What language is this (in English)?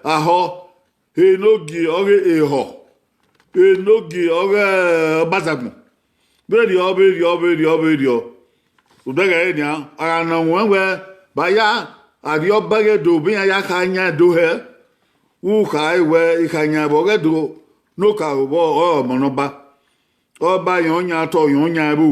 Bini